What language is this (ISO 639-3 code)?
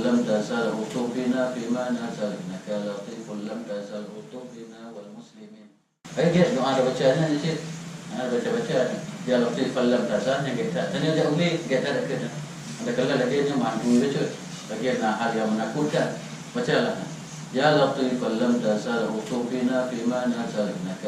ace